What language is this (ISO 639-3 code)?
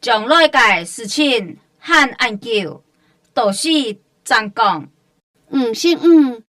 hak